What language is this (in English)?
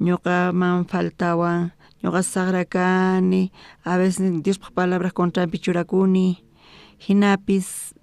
South Bolivian Quechua